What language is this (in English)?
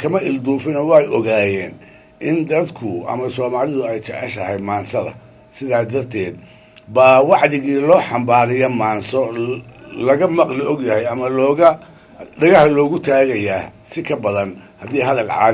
Somali